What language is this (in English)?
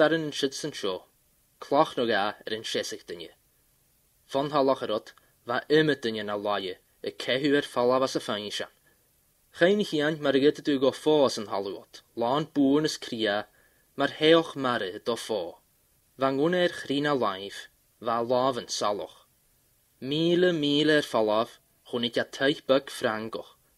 Scottish Gaelic